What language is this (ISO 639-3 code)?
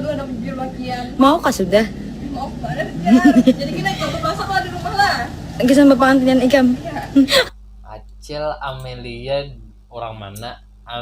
bjn